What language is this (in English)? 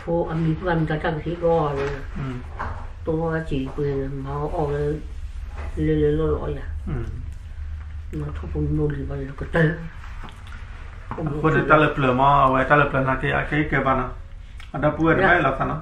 S'gaw Karen